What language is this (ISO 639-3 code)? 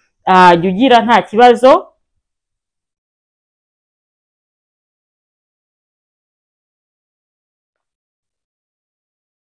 kin